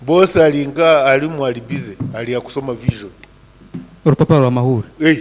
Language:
Nyoro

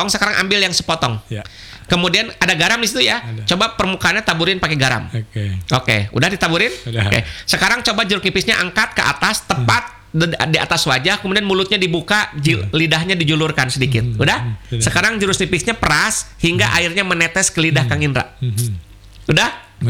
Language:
Indonesian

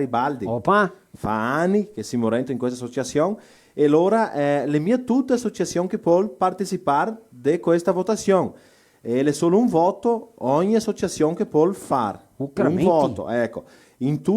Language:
Venetian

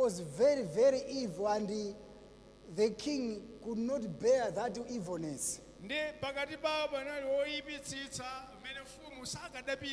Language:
Nyanja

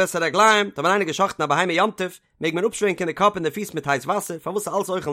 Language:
Yiddish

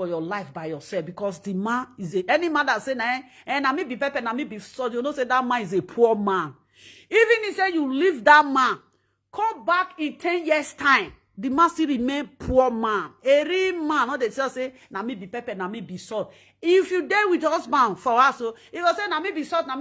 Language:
Nigerian Pidgin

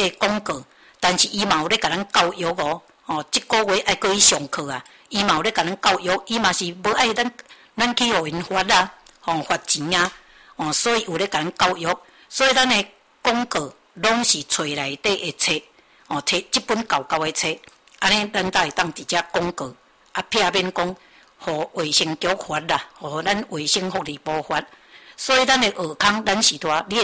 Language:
Min Nan Chinese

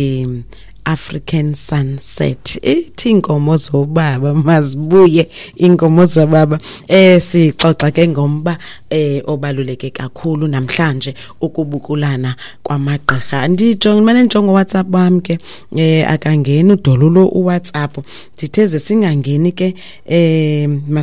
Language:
Xhosa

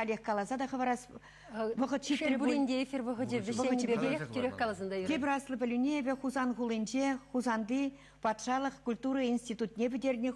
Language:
Chuvash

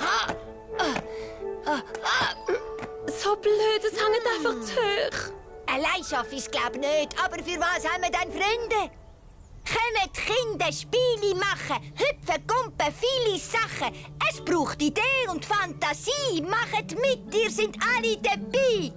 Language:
Swiss German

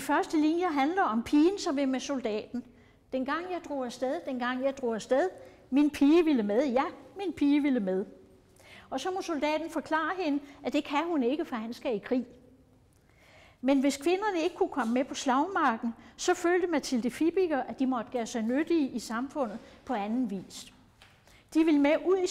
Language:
Danish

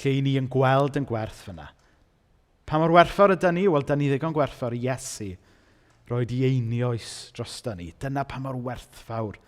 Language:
Welsh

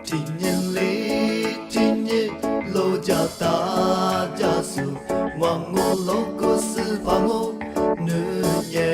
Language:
Lisu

